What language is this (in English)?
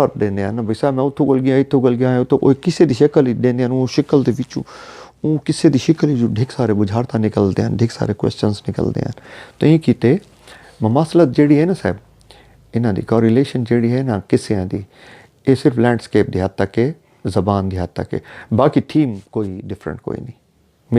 Saraiki